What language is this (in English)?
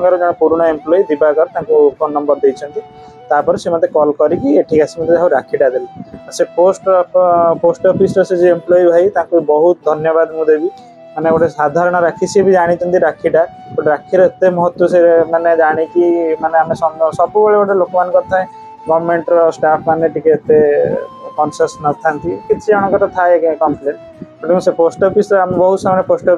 Odia